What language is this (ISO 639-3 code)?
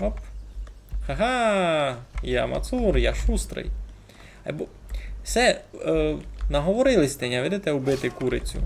rue